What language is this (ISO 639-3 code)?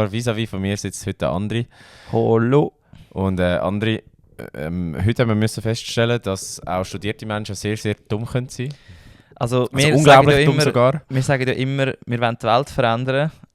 gsw